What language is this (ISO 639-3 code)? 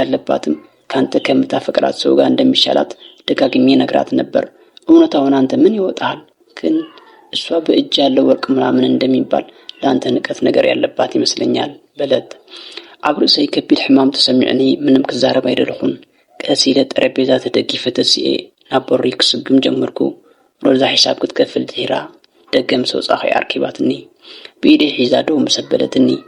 tir